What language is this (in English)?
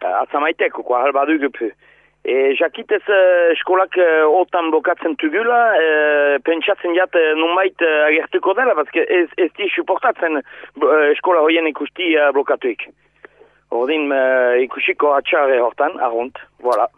Basque